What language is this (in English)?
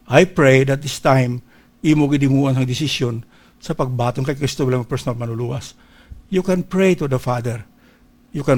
Hiligaynon